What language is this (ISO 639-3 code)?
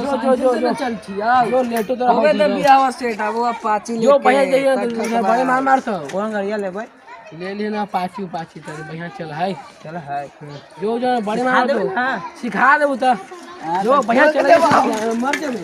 mag